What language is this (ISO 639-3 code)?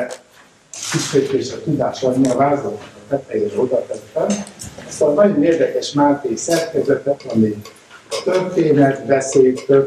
hun